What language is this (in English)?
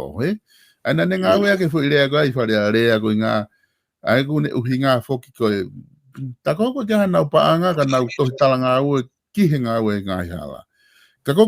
Tongan